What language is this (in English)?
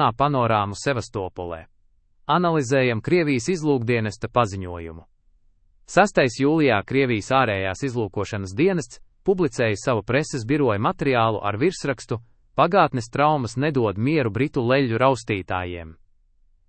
Latvian